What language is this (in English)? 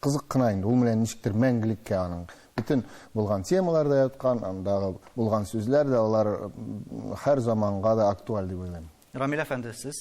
Tatar